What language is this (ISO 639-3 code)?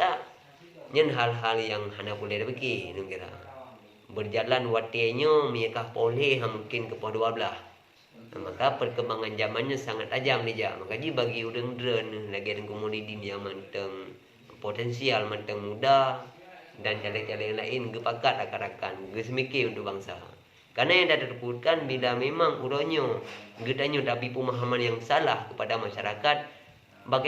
ace